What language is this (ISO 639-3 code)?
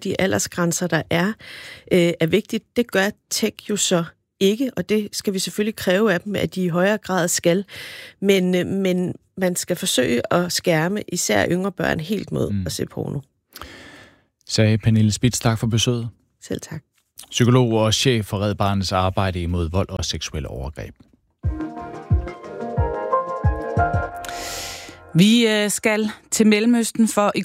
dan